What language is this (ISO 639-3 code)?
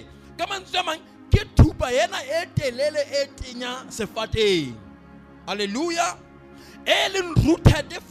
sot